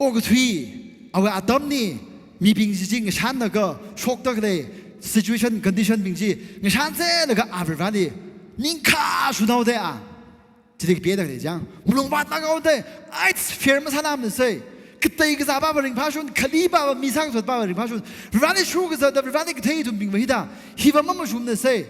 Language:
Tangkhul Naga (India)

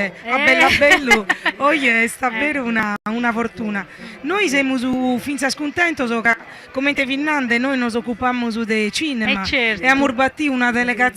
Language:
Sardinian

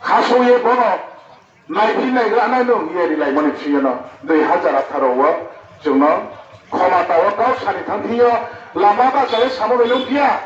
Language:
Riang (India)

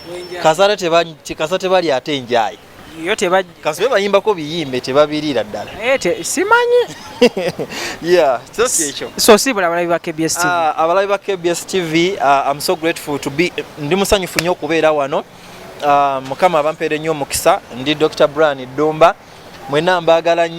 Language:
Ganda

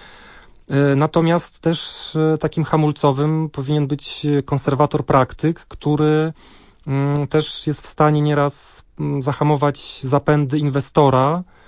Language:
Polish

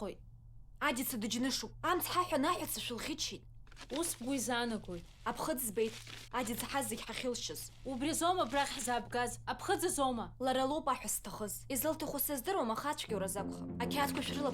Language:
Abkhazian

